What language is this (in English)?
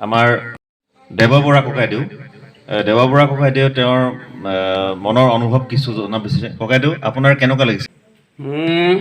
Assamese